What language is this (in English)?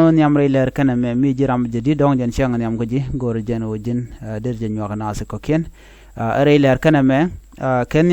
Nuer